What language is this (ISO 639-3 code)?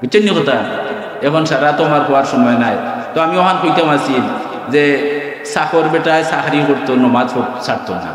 syl